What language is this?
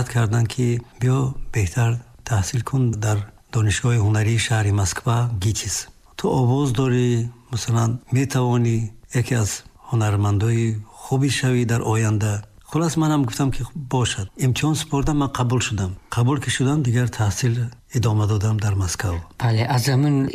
Tajik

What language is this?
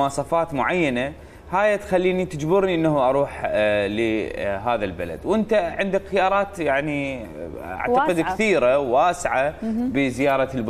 Mesopotamian Arabic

